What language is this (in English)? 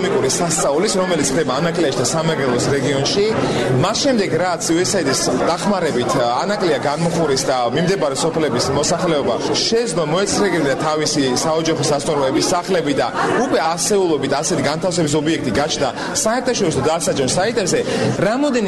Georgian